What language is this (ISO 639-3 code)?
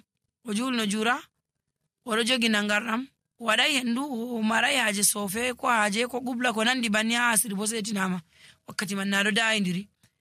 fuv